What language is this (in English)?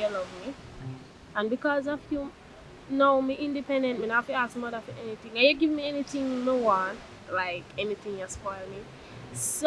Jamaican Creole English